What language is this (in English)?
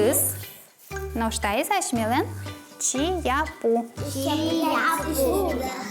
Udmurt